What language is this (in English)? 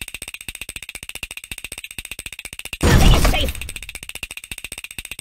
English